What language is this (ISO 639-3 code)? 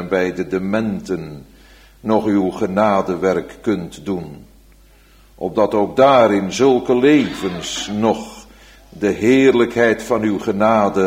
nld